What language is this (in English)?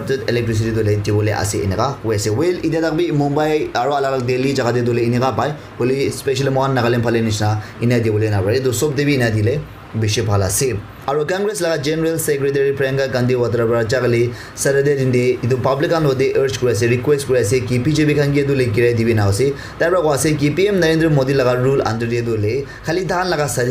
Naga Pidgin